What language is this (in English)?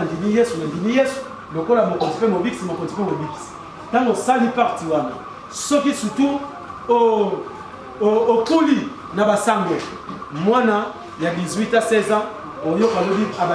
Lingala